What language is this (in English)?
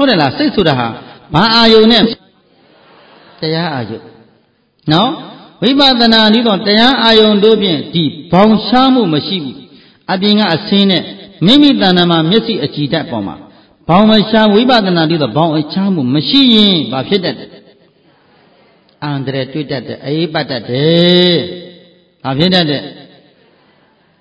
Burmese